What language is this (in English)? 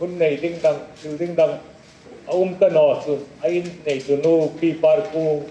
Hmar